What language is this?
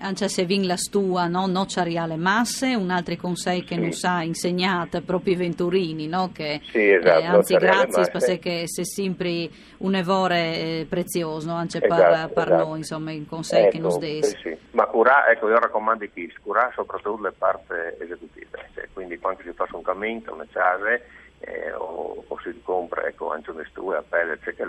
Friulian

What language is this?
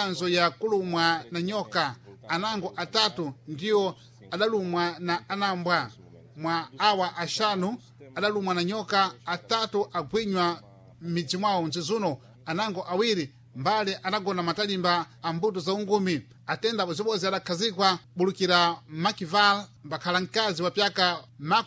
Sena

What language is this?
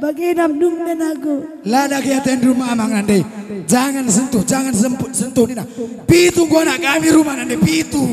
Batak Karo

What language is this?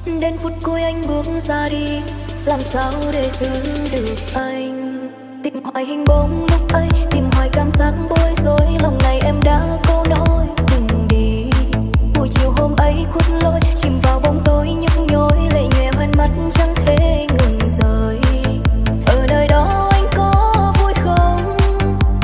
Vietnamese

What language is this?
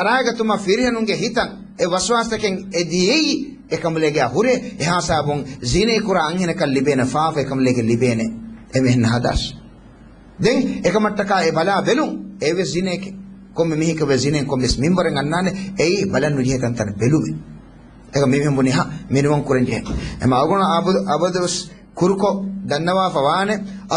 Divehi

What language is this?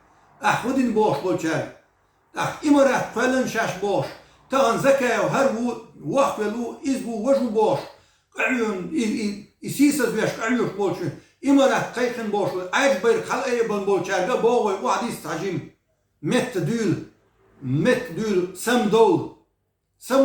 Chechen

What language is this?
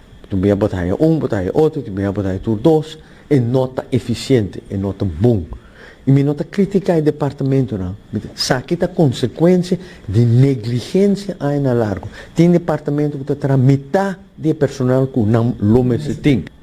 Papiamento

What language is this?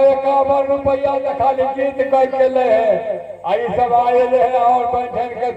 Maithili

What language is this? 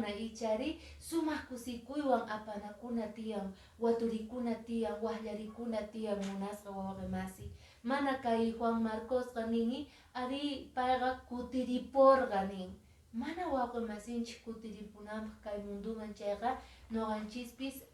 Quechua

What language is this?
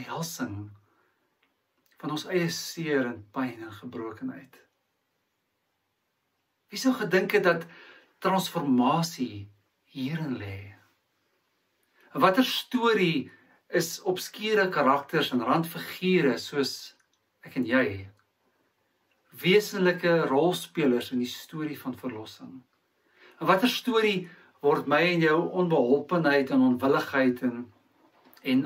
Afrikaans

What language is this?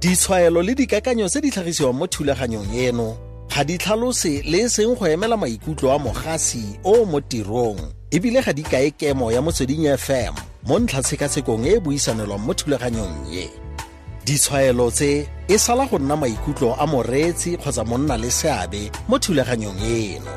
Tswana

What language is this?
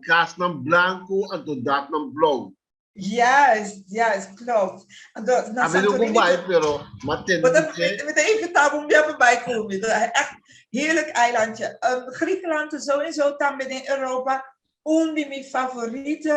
Papiamento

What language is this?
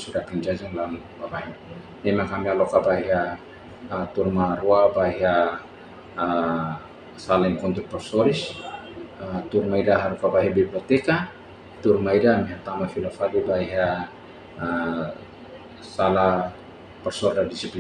Tetum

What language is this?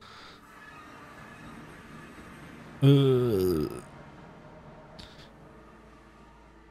German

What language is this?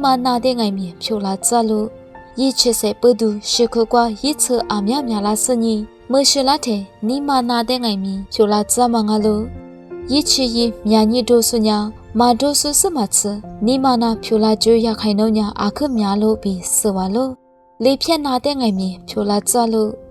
Lisu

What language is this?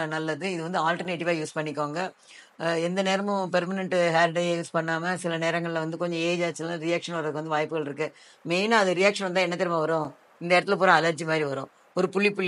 Tamil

